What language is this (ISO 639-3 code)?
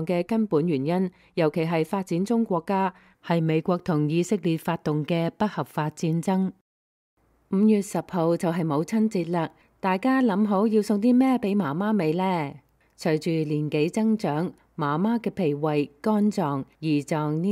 yue